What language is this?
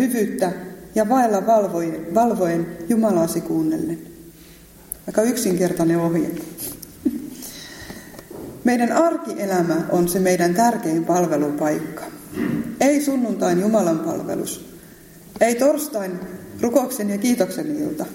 Finnish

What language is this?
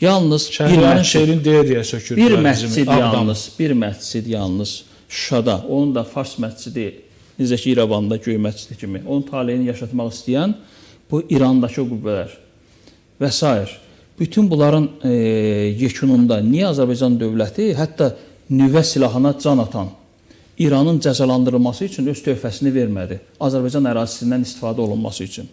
Azerbaijani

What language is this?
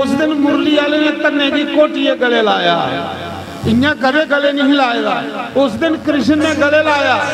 Dogri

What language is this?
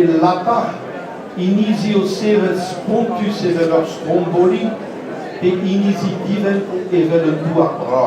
Breton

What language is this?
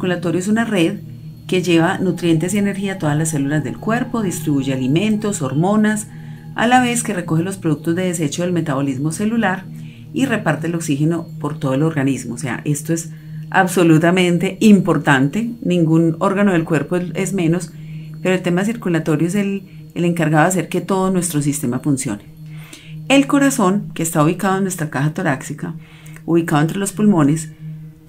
Spanish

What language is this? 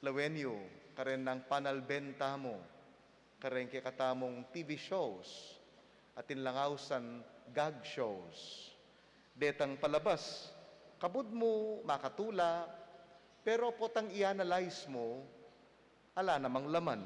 Pampanga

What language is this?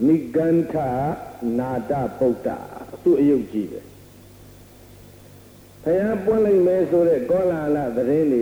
Burmese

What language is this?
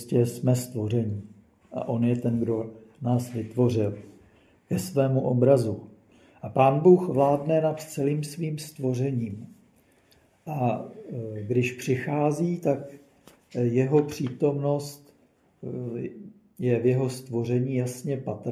Czech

